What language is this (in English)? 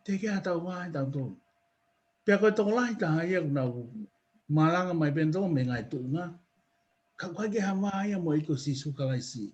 Tongan